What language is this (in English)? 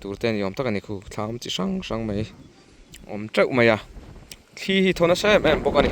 Mizo